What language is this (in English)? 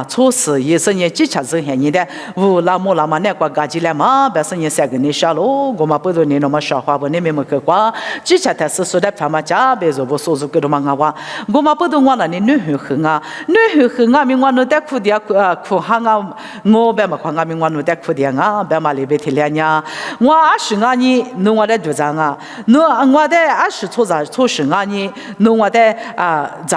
Lisu